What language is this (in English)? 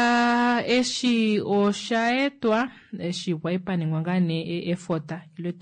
Kuanyama